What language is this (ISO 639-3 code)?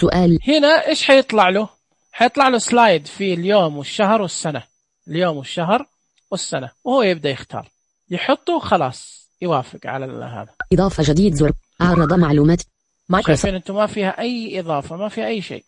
ars